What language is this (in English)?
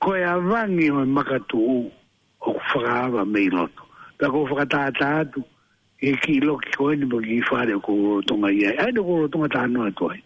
Tongan